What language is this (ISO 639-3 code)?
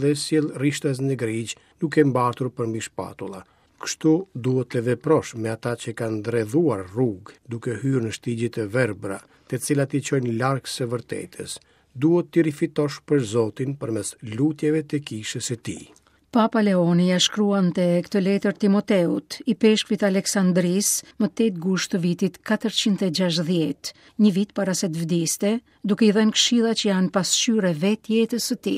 sqi